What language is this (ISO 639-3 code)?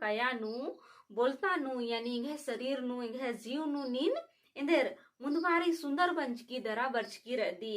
kru